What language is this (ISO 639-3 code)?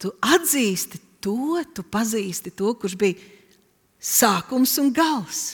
lav